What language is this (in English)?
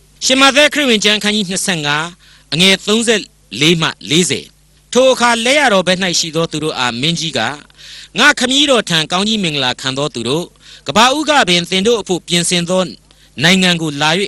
Burmese